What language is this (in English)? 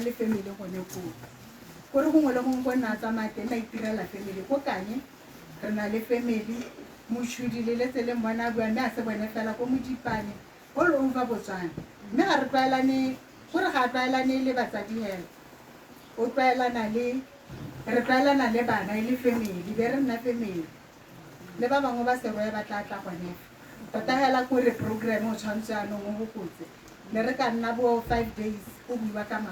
Tswana